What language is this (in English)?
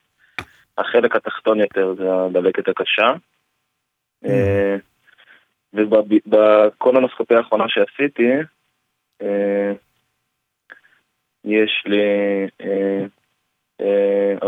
Hebrew